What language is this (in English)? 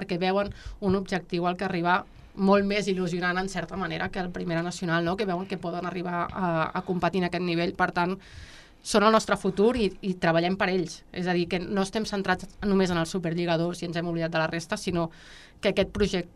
Catalan